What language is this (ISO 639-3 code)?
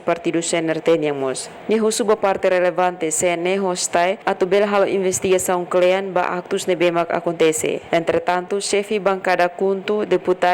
tet